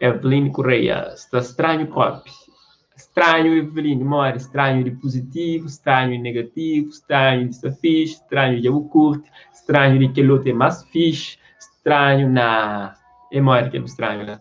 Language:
Kabuverdianu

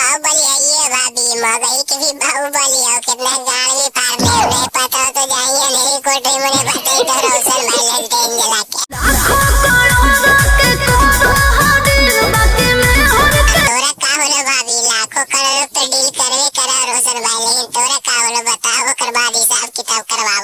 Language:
Magahi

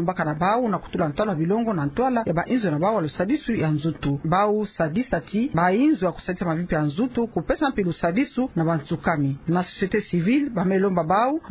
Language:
Kituba (Democratic Republic of Congo)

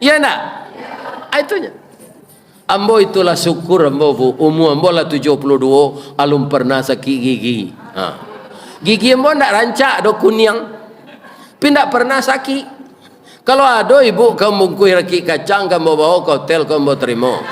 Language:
Minangkabau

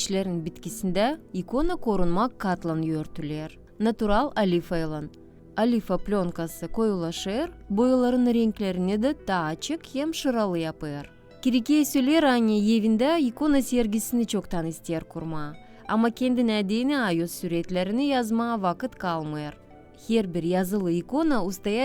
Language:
Gagauz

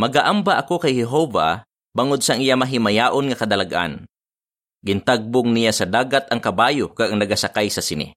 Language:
Hiligaynon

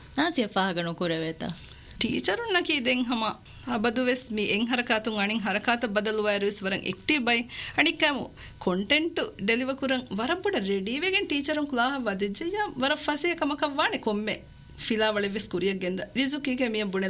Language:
Divehi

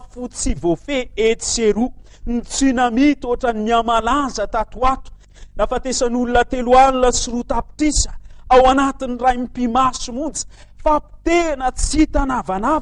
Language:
Malagasy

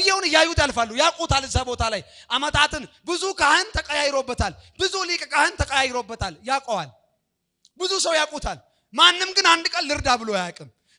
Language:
Amharic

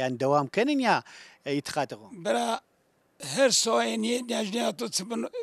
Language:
Zaza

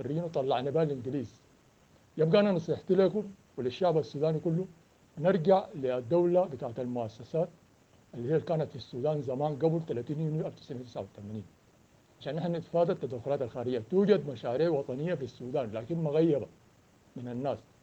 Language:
Sudanese Arabic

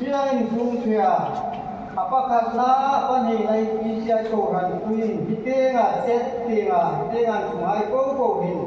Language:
Hmar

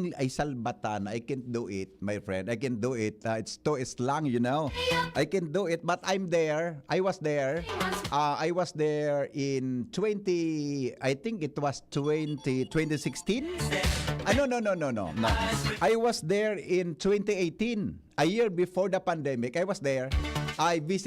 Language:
Bikol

